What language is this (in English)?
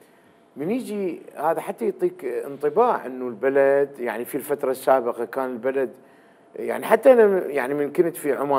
Mesopotamian Arabic